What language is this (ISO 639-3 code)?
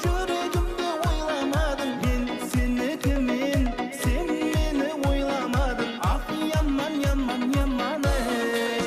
kaa